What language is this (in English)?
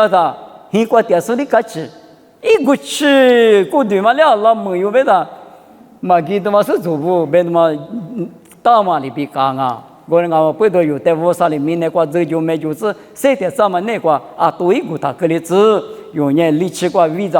Lisu